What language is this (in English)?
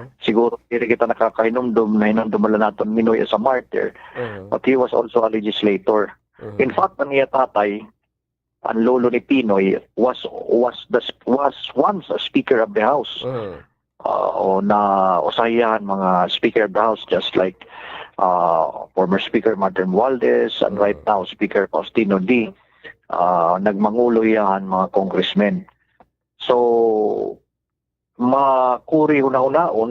Waray